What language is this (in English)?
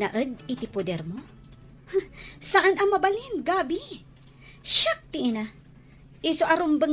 Iloko